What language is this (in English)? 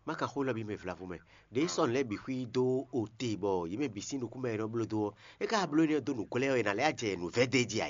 Fon